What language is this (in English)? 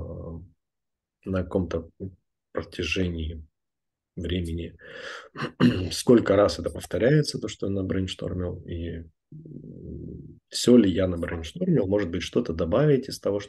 Russian